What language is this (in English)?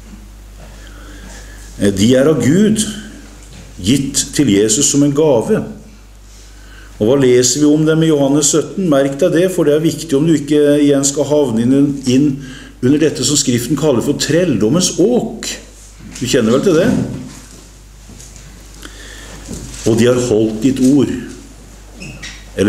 Norwegian